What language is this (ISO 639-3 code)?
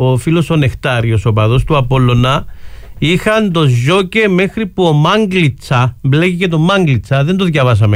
ell